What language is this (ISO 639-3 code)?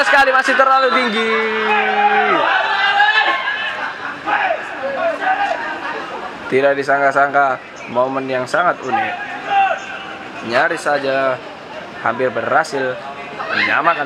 ind